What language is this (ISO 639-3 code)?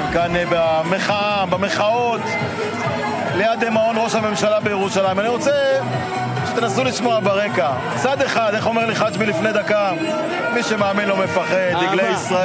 heb